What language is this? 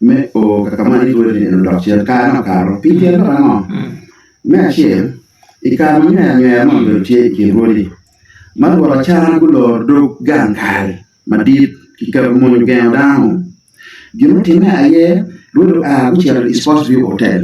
Acoli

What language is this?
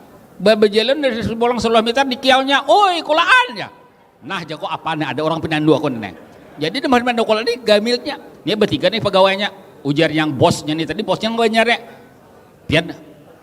Banjar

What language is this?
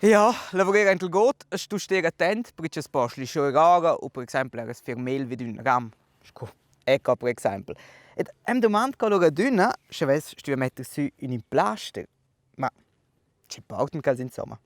Romansh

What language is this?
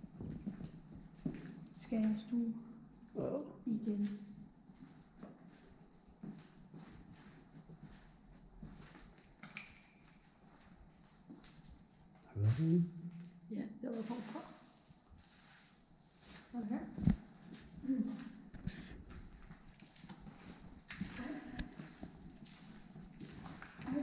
Danish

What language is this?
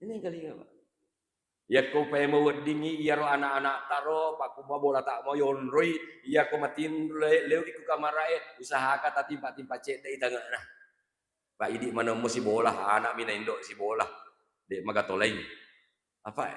Buginese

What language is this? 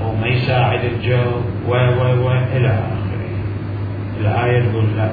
Mesopotamian Arabic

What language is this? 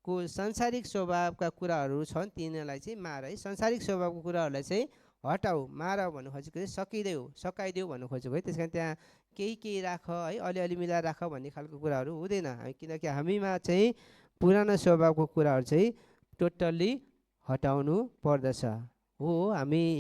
Nepali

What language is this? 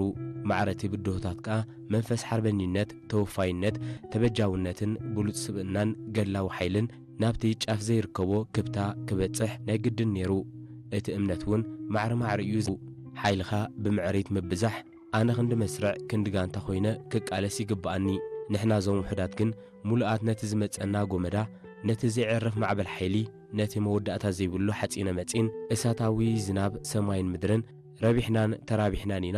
Tigrinya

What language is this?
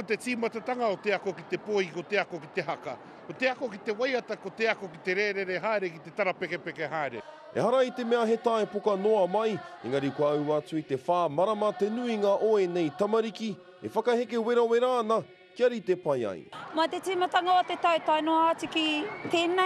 Māori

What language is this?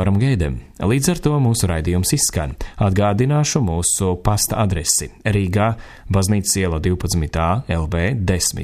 Latvian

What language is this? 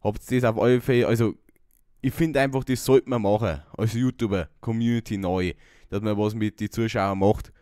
Bavarian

